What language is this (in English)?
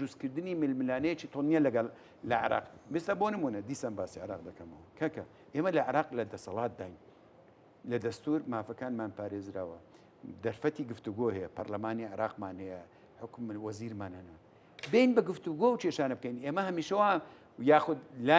Central Kurdish